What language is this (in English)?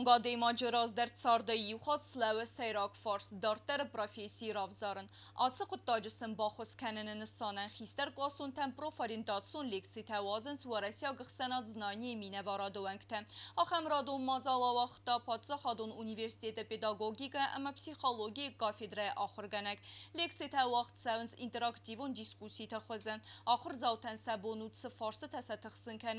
Ossetic